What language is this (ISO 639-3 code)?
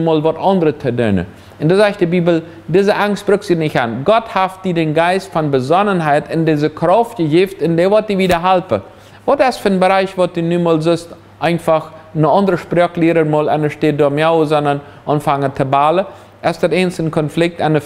pdt